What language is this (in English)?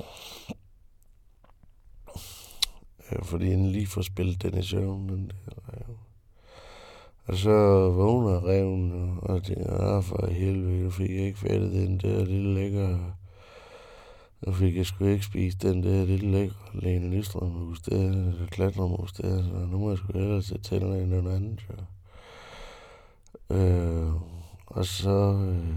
Danish